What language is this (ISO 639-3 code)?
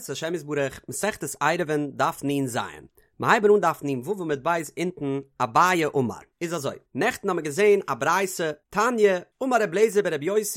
yid